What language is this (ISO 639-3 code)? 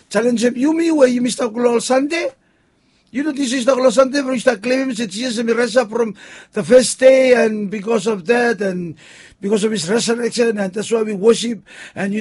bis